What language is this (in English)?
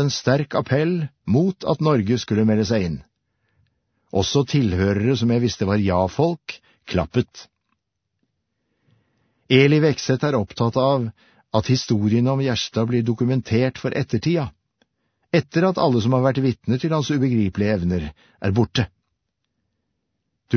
Norwegian